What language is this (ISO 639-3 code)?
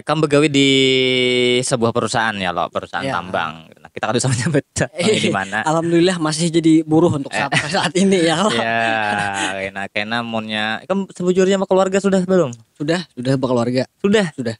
bjn